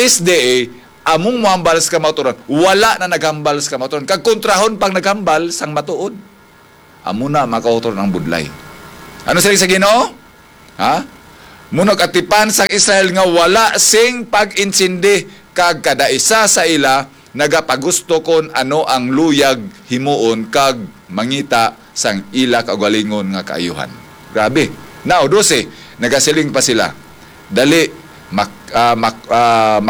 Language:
Hiligaynon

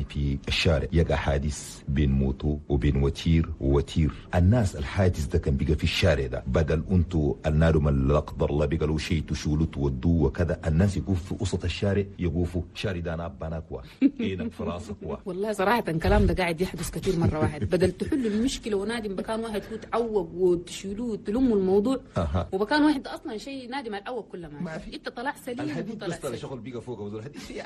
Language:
Chadian Arabic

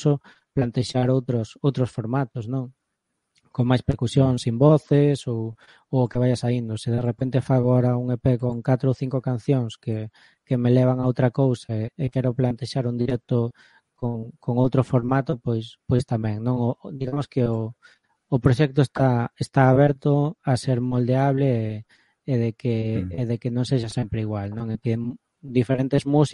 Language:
Galician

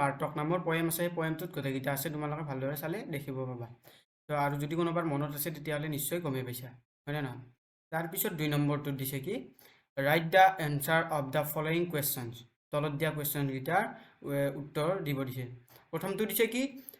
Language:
Assamese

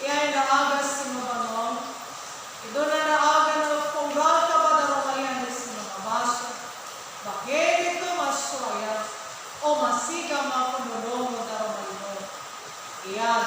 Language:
Nias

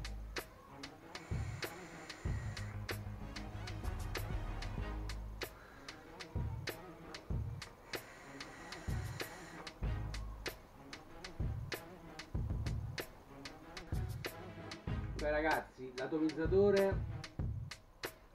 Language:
Italian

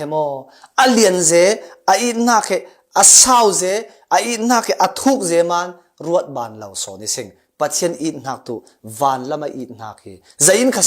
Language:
Falam Chin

